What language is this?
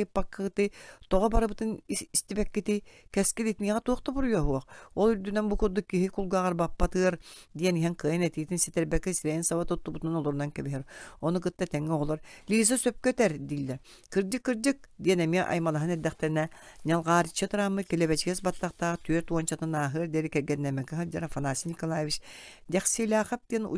Yakut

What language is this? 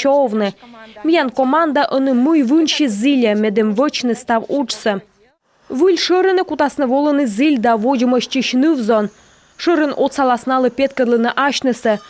Komi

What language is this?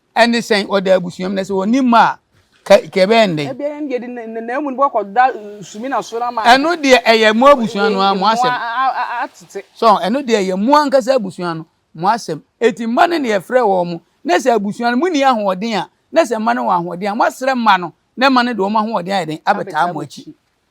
Akan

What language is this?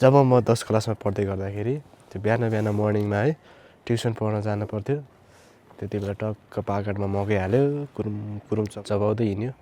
Nepali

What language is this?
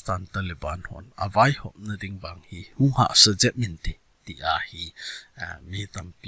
Thado Chin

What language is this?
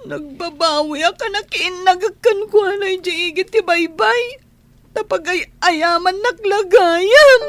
Iloko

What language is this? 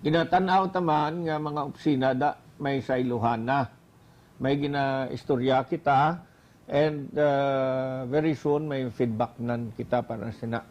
Hiligaynon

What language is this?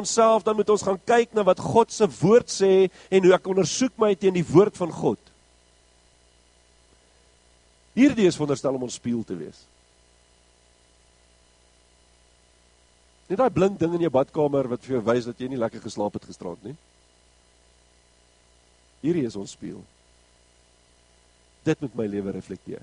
Afrikaans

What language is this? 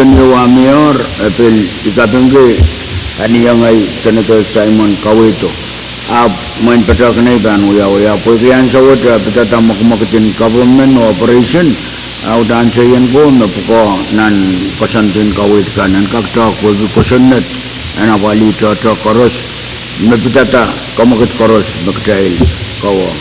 Pohnpeian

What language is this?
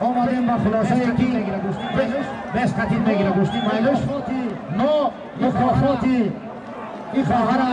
Tajik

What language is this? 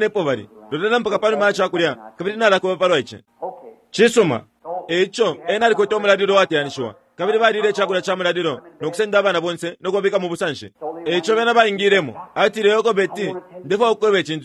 Bemba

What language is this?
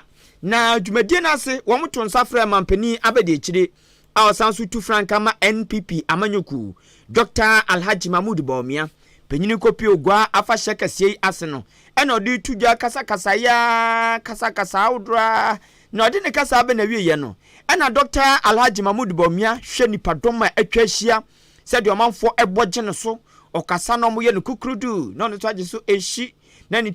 Akan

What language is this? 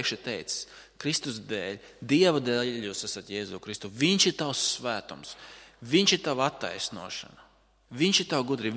Latvian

